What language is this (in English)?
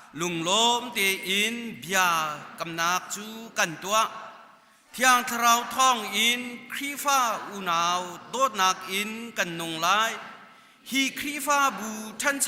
Hakha Chin